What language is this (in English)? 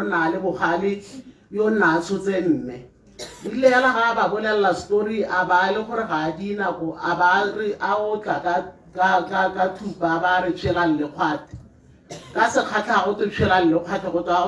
Tswana